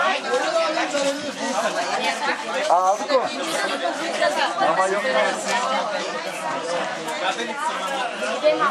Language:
Turkish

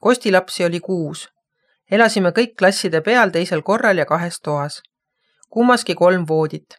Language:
Estonian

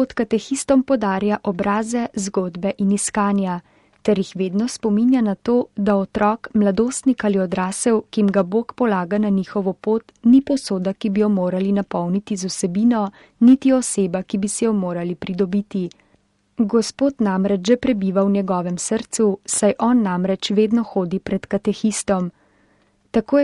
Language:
Slovenian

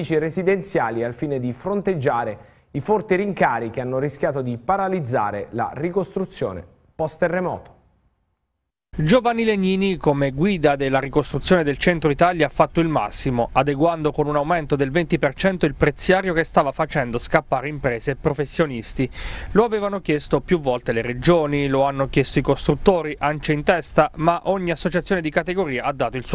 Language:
Italian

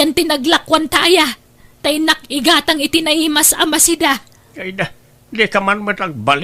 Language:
Iloko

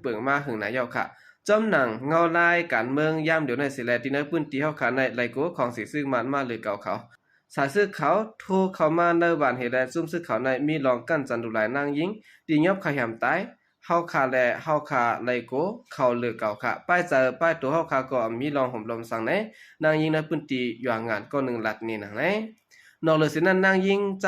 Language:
Shan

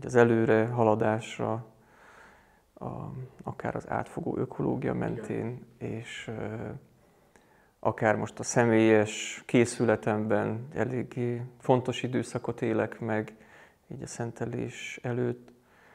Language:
Hungarian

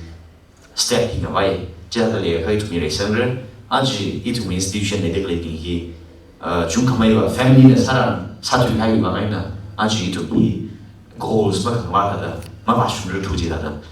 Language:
Tangkhul Naga (India)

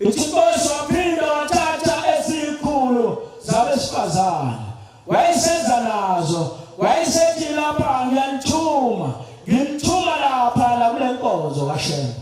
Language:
Zulu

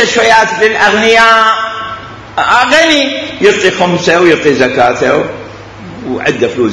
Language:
Mesopotamian Arabic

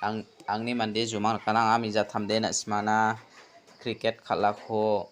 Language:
Garo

